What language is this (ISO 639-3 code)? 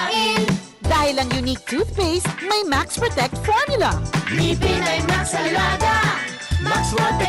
bik